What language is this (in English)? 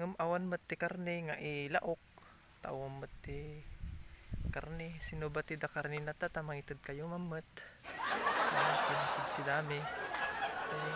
Iloko